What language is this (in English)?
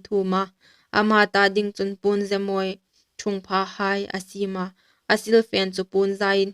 Hmar